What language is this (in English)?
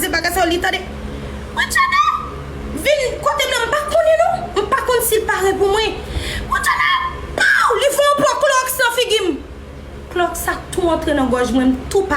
Haitian Creole